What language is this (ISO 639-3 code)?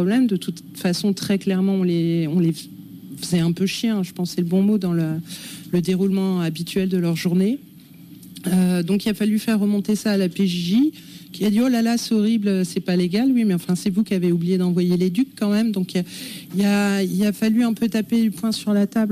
fra